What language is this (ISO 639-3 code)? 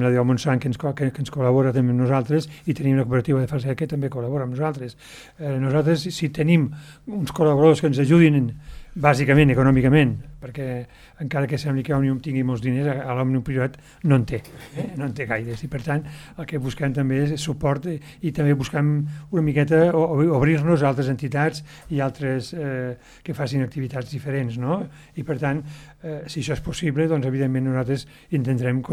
cat